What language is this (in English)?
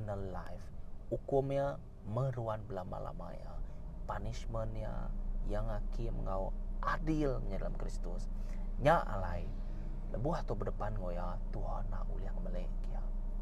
Iban